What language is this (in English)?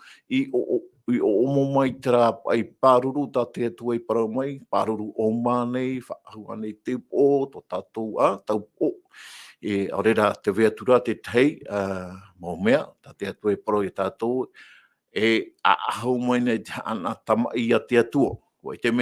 Tahitian